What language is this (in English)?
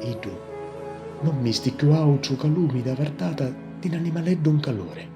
Sicilian